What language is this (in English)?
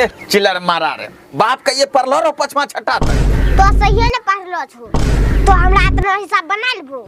Angika